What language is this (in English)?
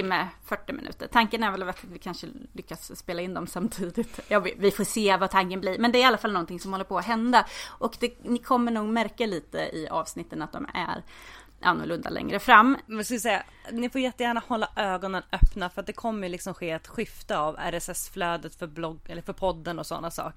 Swedish